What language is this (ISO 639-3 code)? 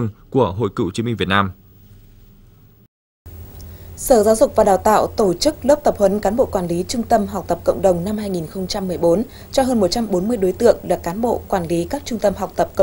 vie